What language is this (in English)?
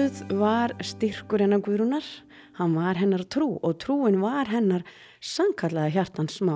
Icelandic